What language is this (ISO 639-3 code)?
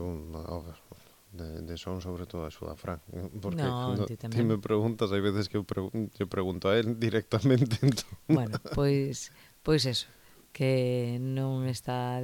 glg